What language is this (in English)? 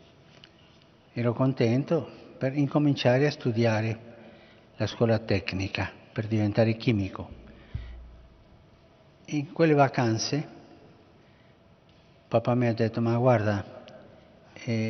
Italian